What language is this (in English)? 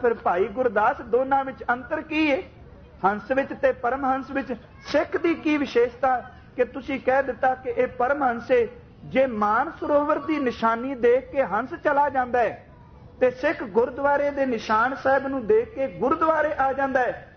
Punjabi